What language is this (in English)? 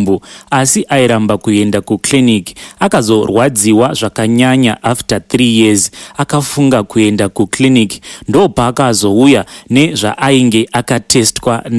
Shona